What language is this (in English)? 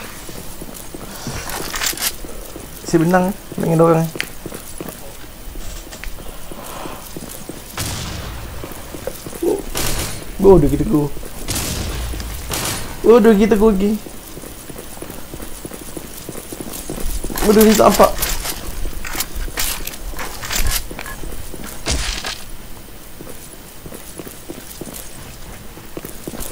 Malay